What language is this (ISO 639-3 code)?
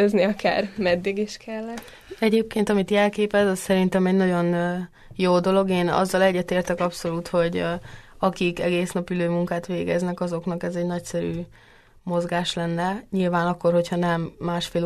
hun